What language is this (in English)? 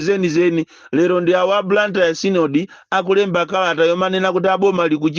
Nyanja